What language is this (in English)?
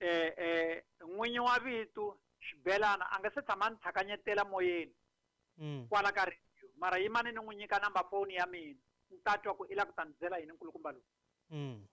Tsonga